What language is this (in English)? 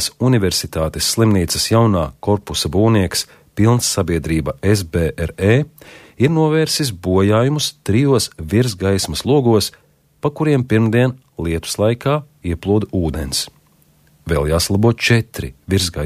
Latvian